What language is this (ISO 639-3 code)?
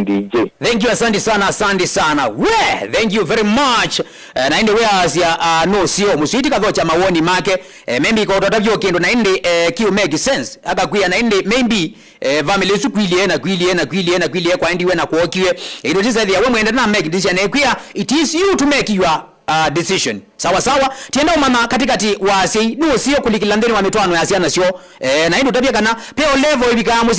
kam